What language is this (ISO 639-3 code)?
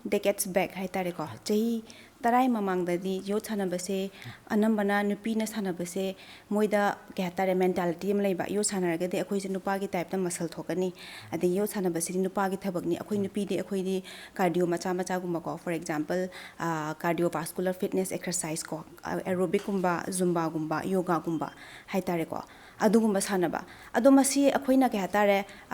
mni